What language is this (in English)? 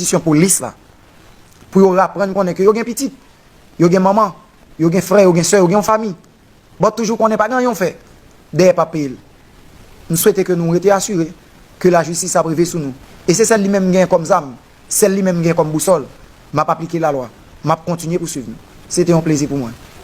Haitian Creole